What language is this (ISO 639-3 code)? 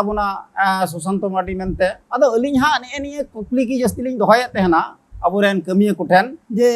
sat